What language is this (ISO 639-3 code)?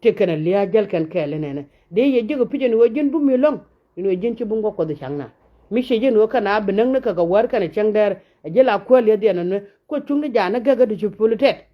nus